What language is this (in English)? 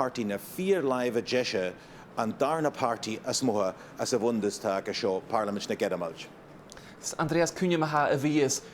Scottish Gaelic